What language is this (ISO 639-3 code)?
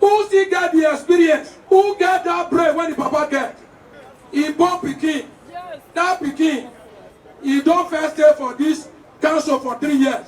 pcm